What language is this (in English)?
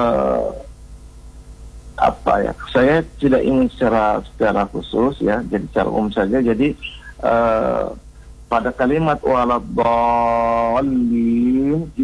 Indonesian